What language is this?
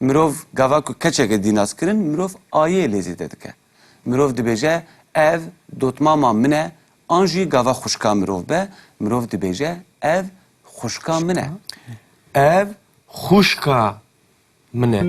Kurdish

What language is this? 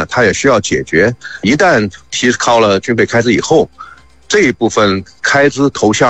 Chinese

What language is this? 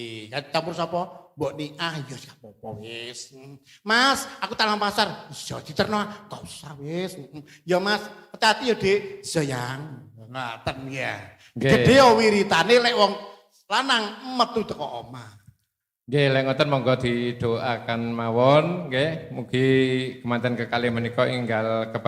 Javanese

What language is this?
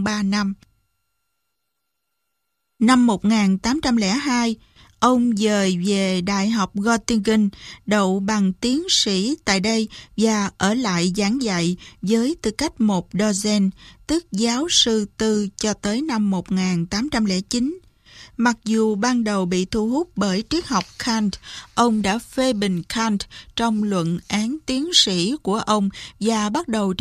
Vietnamese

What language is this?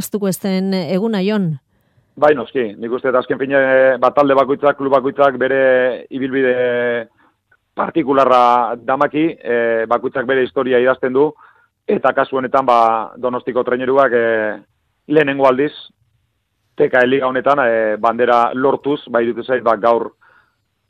Basque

